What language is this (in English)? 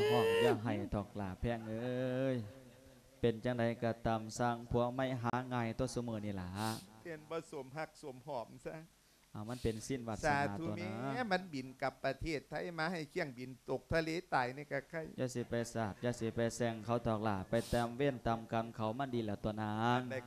Lao